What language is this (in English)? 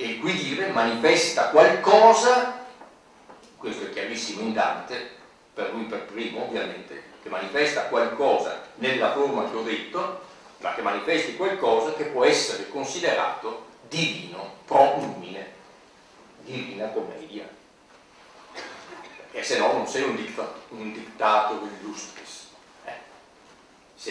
Italian